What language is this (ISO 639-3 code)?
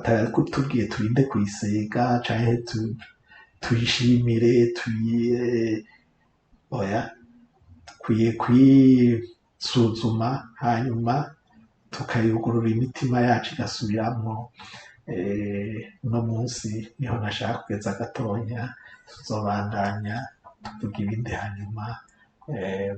run